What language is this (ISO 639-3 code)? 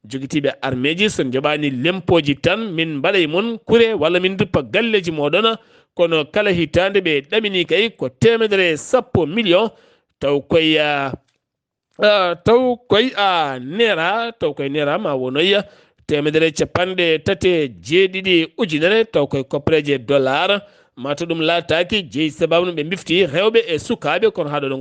ful